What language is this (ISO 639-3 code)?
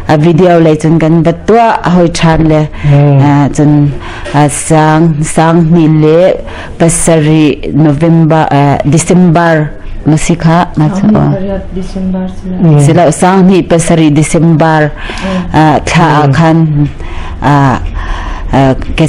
cnh